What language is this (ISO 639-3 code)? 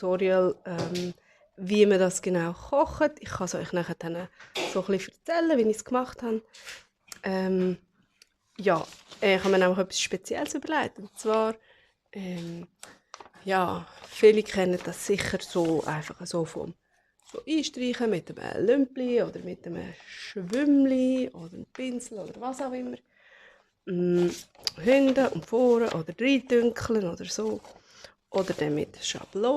gsw